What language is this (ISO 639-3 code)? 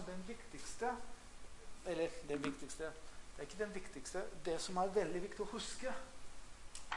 nor